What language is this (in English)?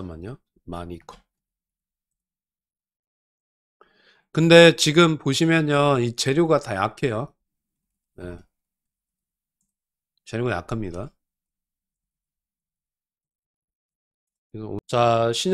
Korean